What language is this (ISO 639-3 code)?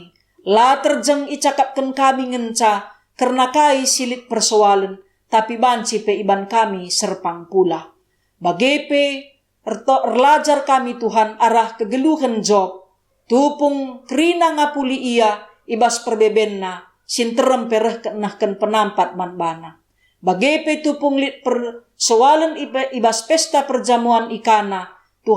btx